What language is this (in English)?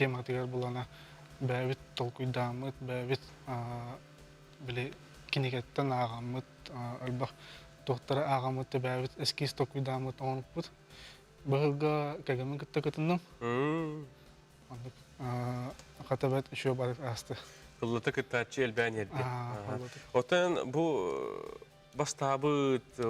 Yakut